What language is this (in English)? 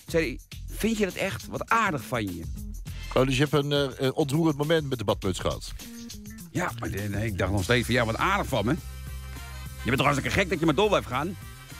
Dutch